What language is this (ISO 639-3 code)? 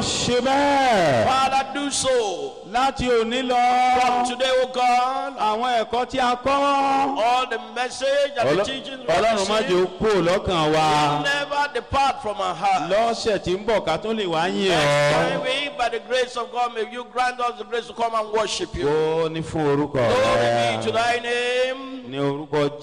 yor